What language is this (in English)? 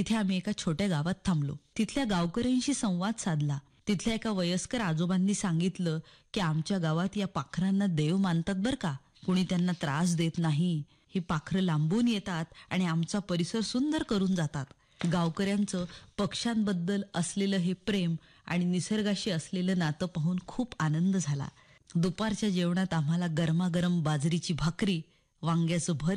Marathi